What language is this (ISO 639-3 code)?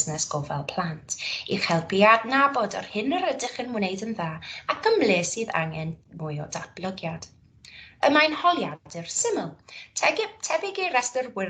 cym